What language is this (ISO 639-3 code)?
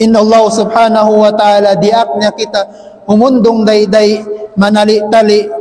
tsg